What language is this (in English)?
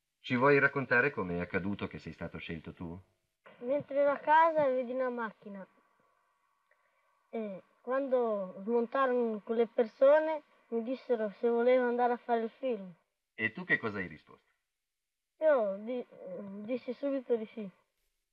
Italian